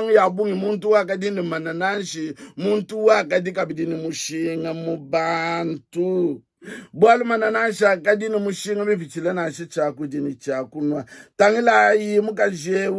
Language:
Luba-Lulua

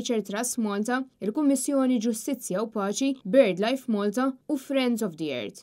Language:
Maltese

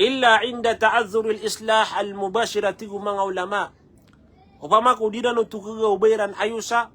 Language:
Maranao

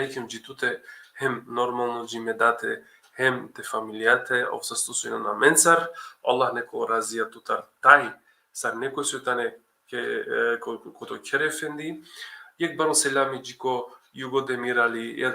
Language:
Balkan Romani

